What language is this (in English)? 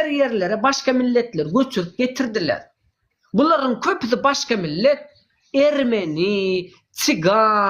Turkmen